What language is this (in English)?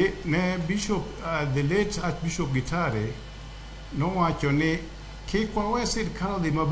Luo (Kenya and Tanzania)